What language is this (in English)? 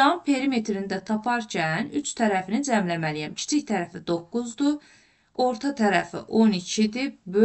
Azerbaijani